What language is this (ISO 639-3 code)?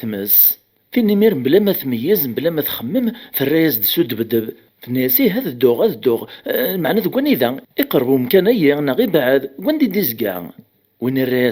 kab